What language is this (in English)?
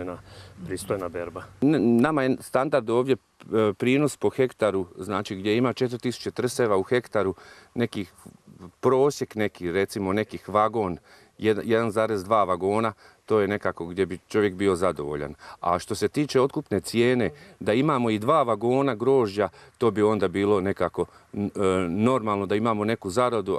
Croatian